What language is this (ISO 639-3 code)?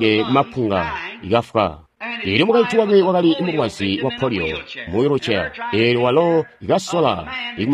toi